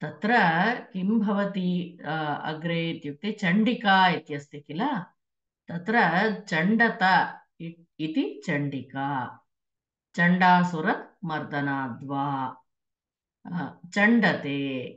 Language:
Sanskrit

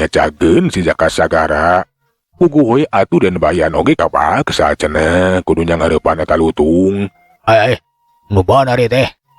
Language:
Sundanese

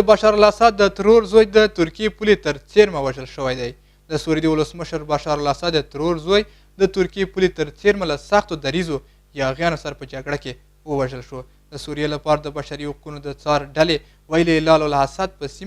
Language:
Pashto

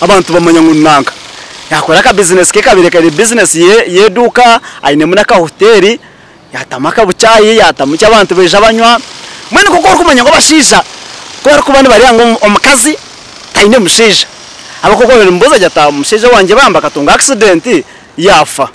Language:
Nyankole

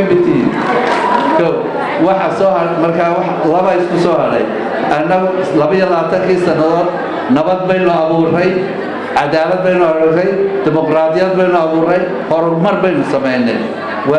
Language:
Somali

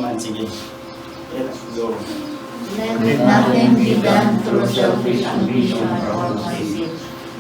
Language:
Iloko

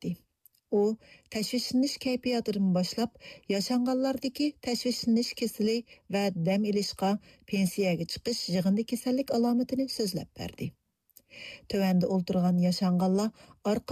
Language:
Uyghur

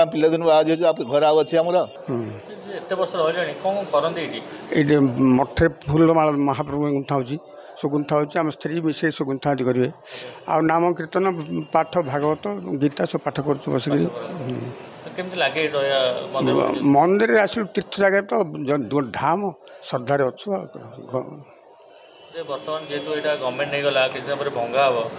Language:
Odia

